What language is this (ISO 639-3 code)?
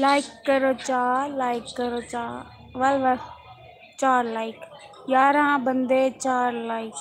skr